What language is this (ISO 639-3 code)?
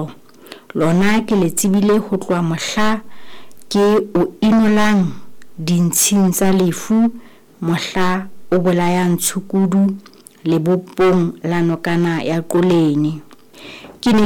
sot